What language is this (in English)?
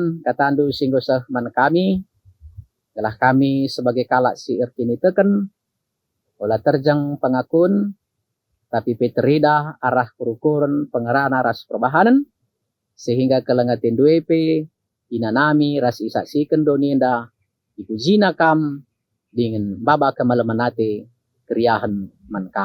Batak Karo